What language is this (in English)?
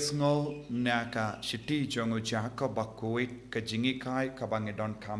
Khasi